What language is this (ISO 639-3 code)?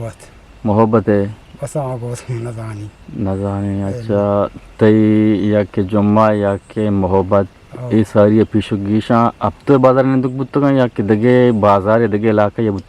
bgp